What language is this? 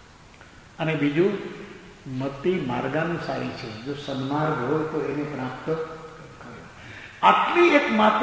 Gujarati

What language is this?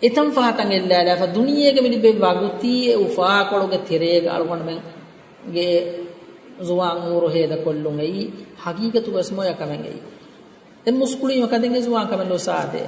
Divehi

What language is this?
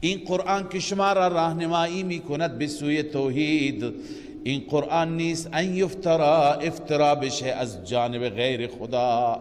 Persian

